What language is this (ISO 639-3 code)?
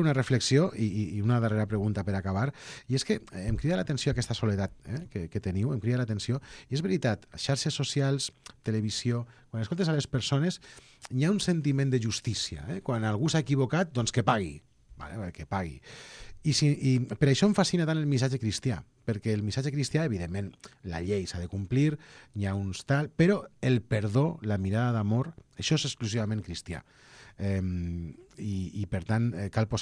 cat